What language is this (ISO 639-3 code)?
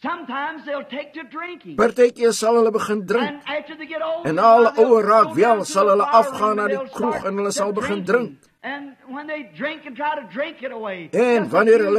afr